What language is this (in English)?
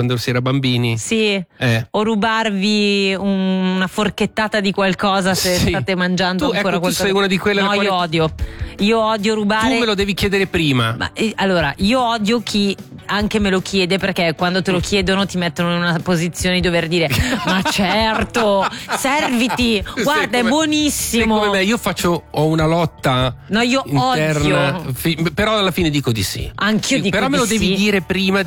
Italian